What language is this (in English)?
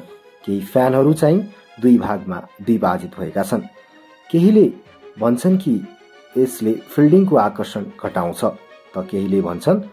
Nepali